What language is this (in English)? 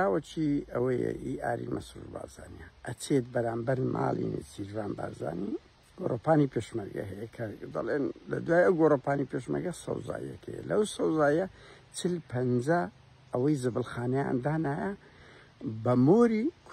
Central Kurdish